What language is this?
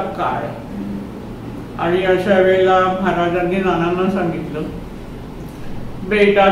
Marathi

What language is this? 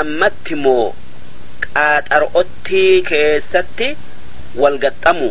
Oromo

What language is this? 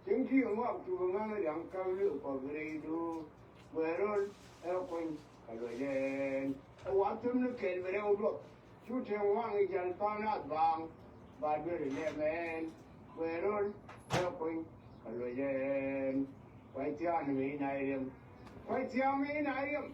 Nuer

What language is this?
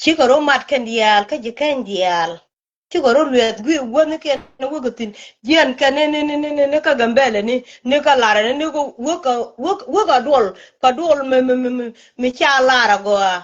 Nuer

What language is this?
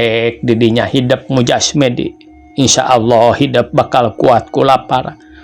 Sundanese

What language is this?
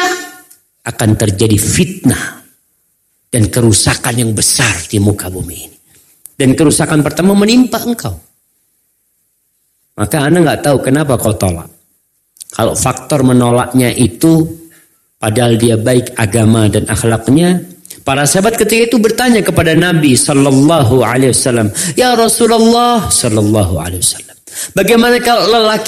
Indonesian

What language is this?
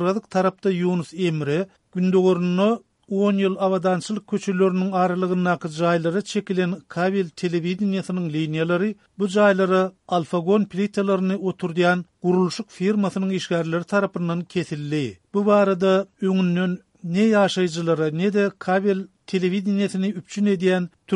Turkmen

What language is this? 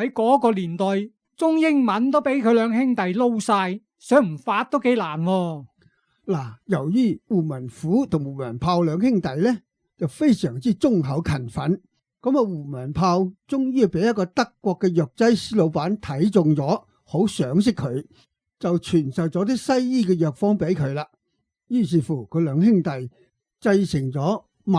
Cantonese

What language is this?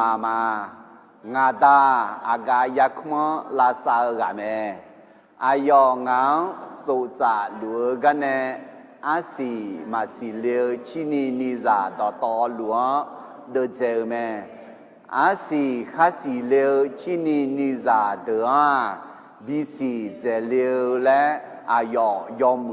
Akha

